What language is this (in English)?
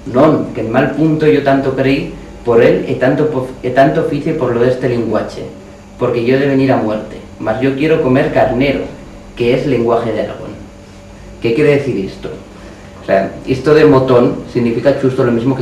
Aragonese